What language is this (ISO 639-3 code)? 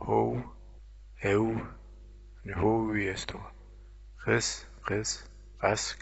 zza